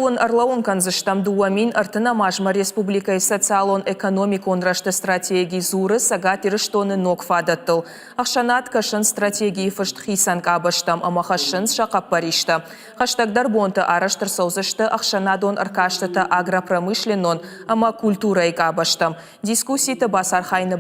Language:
Ossetic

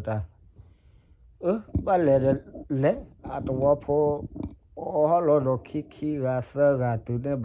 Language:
S'gaw Karen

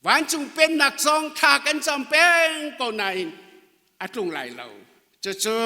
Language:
Hakha Chin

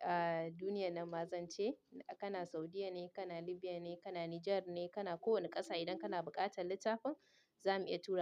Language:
Hausa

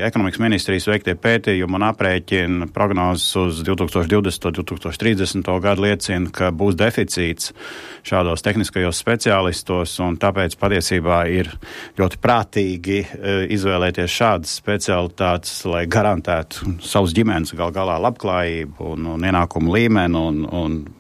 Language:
Latvian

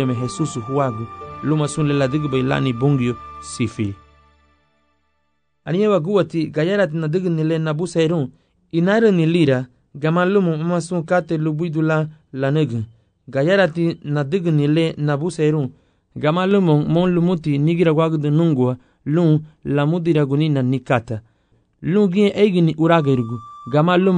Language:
Garifuna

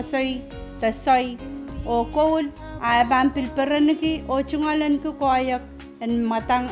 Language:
Pohnpeian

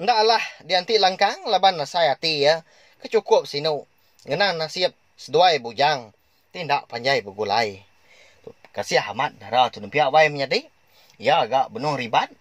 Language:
Iban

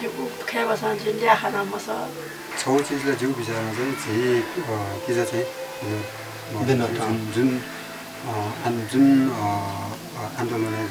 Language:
Newari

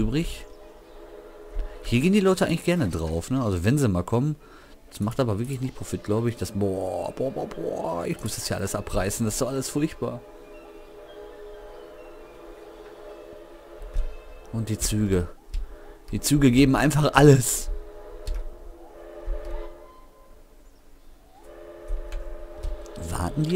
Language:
German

